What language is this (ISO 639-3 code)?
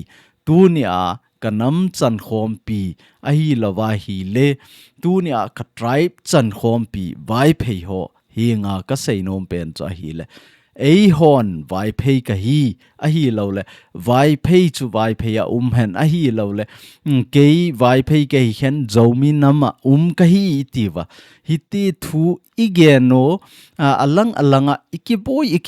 tcz